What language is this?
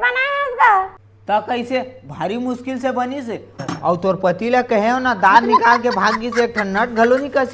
Chhattisgarhi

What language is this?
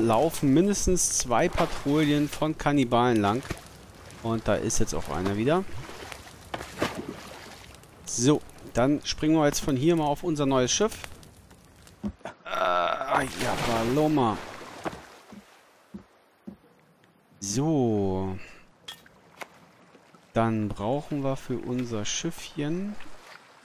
German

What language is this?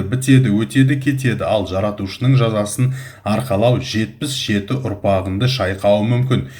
Kazakh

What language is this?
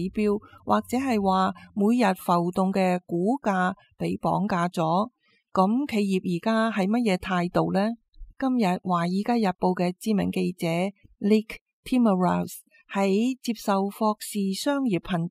Cantonese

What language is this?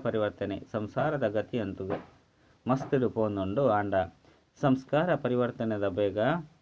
Tulu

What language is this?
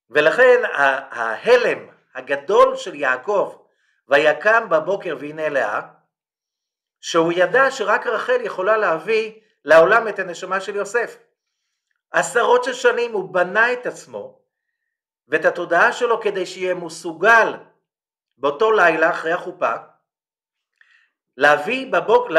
Hebrew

